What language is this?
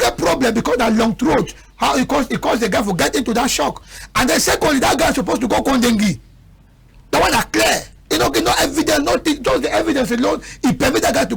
Cameroon Pidgin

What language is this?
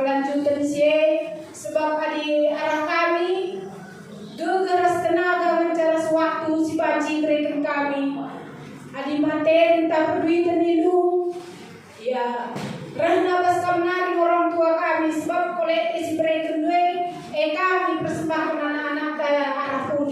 Batak Karo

